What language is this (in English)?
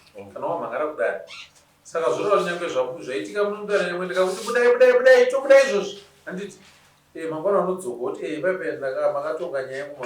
Shona